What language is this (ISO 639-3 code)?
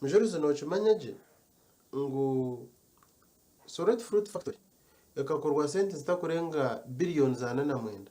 nyn